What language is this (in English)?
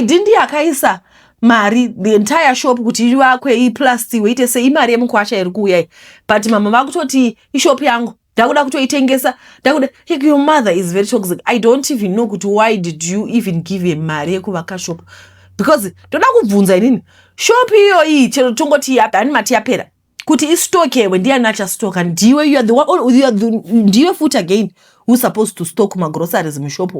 Shona